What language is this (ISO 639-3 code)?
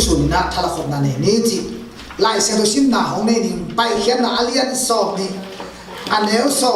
ctd